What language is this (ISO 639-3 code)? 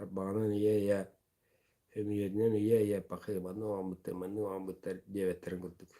sah